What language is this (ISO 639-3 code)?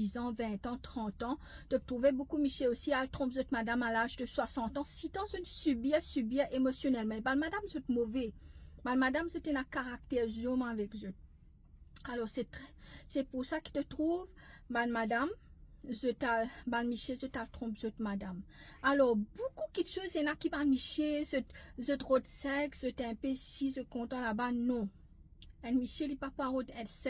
mfe